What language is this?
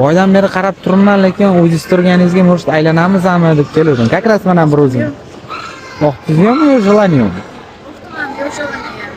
Uzbek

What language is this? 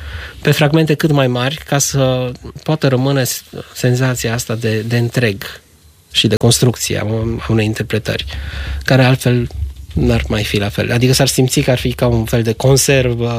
Romanian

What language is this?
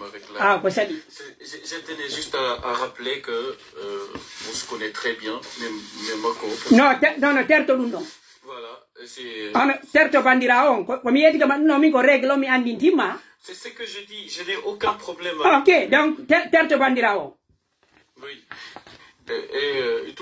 Pular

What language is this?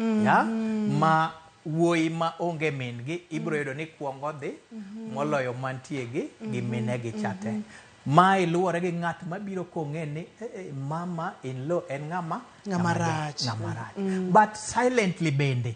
Luo (Kenya and Tanzania)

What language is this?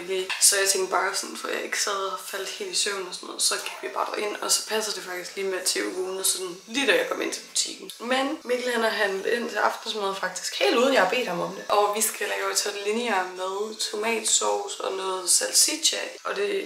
Danish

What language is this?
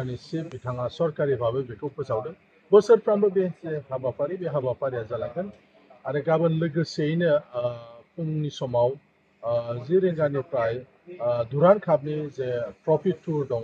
Bodo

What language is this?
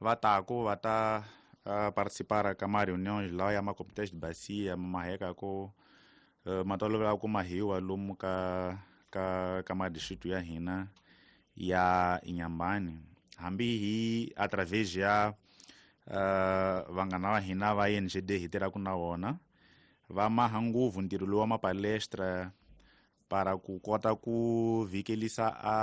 Tsonga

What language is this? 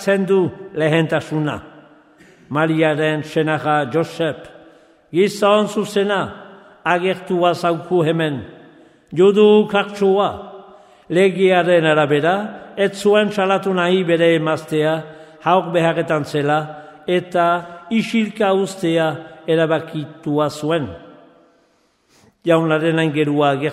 Basque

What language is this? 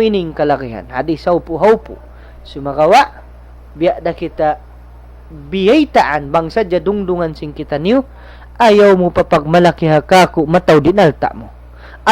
Tausug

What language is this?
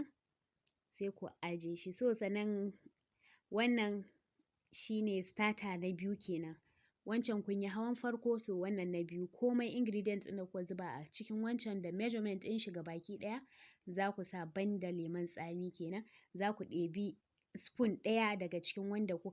Hausa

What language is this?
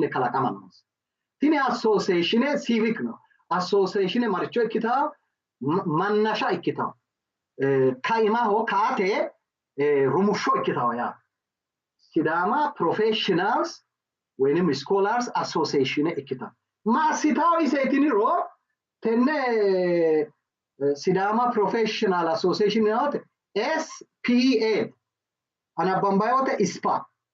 Sidamo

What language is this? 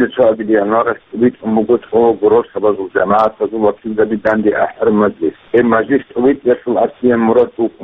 Avaric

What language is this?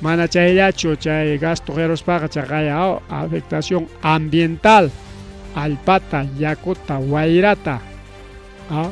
Ayacucho Quechua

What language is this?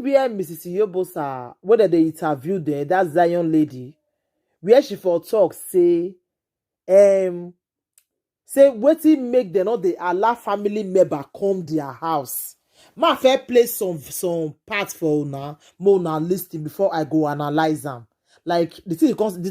Nigerian Pidgin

